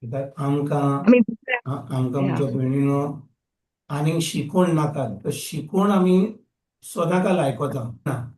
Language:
Konkani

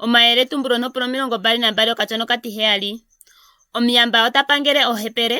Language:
Ndonga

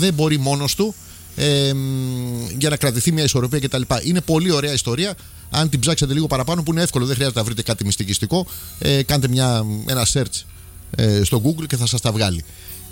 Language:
Greek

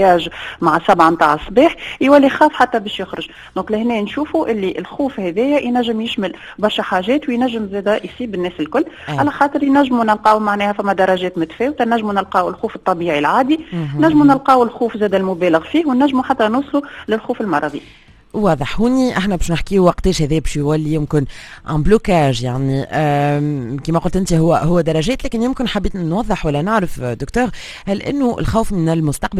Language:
Tunisian Arabic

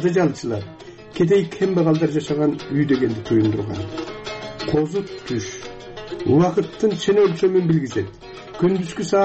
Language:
Kyrgyz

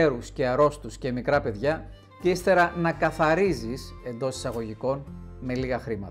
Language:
Greek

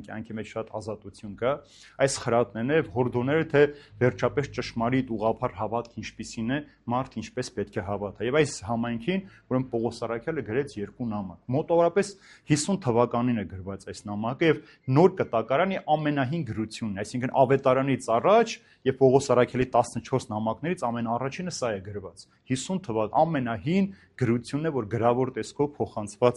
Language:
Armenian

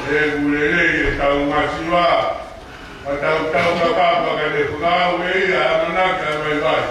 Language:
Tongan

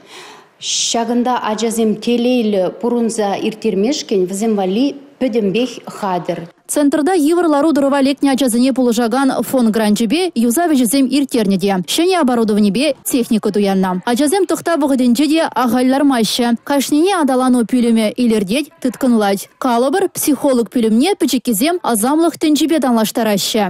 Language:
Chuvash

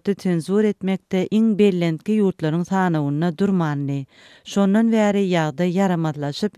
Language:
Turkmen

